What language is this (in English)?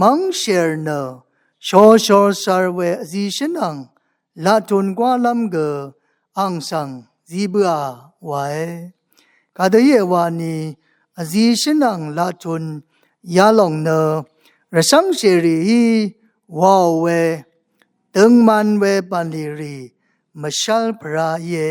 Rawang